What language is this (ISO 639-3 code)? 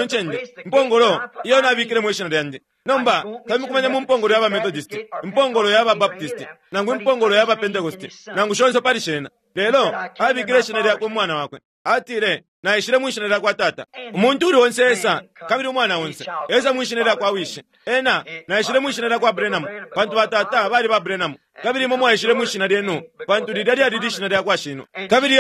bem